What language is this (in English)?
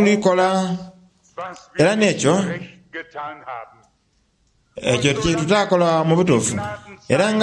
Soga